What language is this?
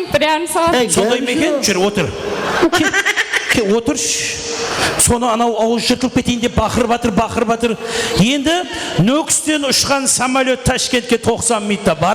Kara-Kalpak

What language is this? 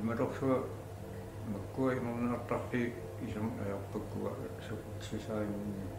Kalaallisut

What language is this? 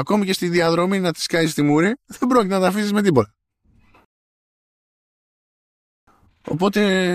Greek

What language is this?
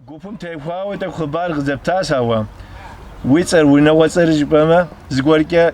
Kabardian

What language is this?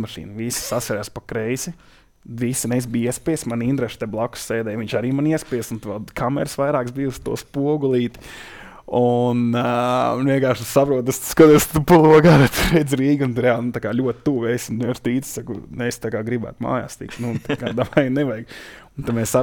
Latvian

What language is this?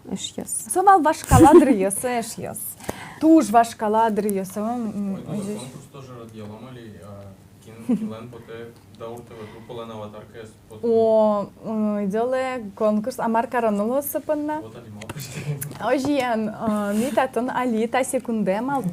Udmurt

